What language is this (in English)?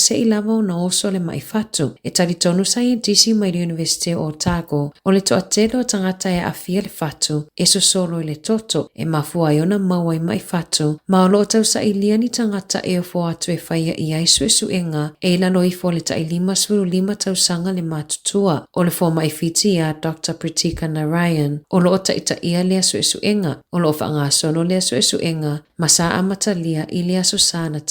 Samoan